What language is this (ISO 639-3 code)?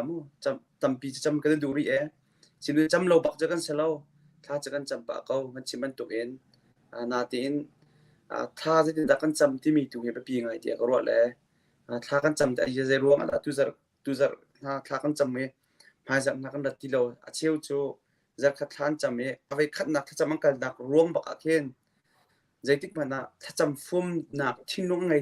cnh